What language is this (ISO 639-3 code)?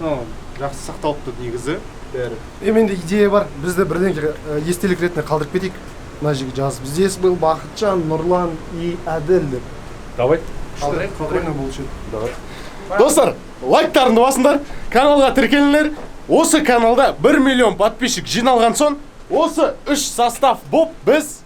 kaz